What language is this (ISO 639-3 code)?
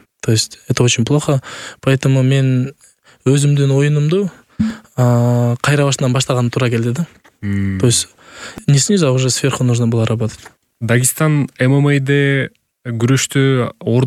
kir